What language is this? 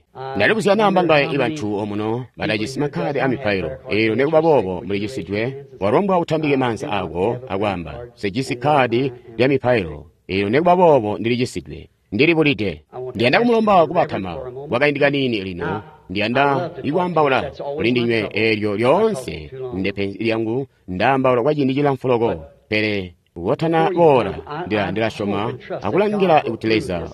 Tonga (Zambia)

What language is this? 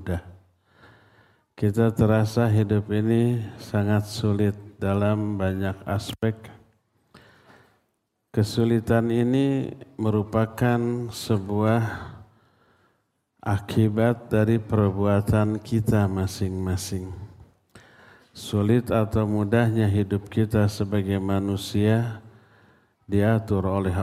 Indonesian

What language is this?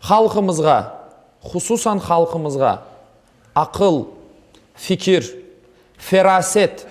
Crimean Tatar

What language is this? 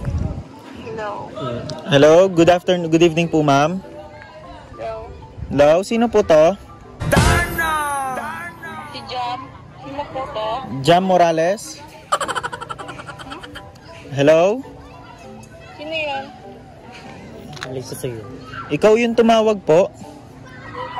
Filipino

